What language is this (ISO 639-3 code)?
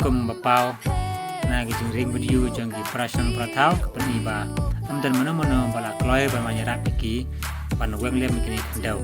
kha